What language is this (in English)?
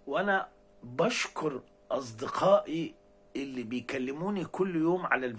Egyptian Arabic